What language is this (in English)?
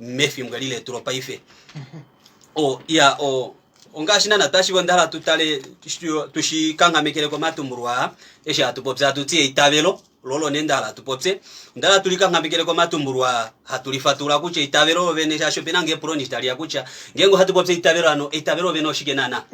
Kuanyama